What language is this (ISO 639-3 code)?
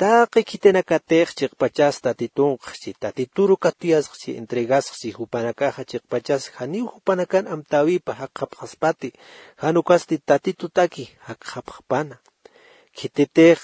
aym